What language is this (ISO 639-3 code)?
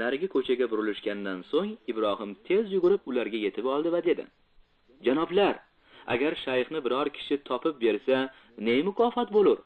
uzb